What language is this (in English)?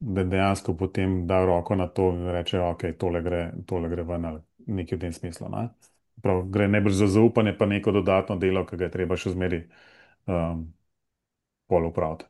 Slovenian